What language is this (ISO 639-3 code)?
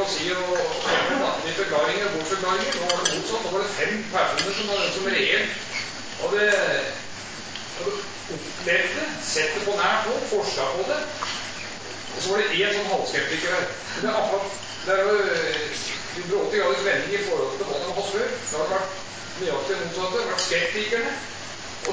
nor